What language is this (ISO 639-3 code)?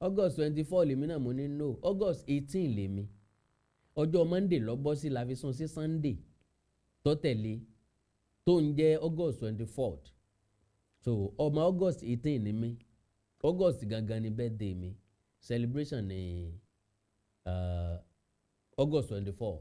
yor